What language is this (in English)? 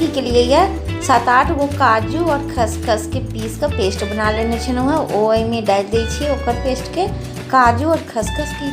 Maithili